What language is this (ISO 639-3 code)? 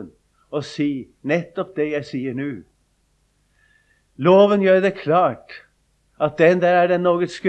nor